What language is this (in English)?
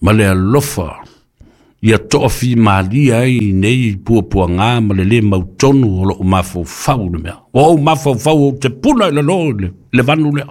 Samoan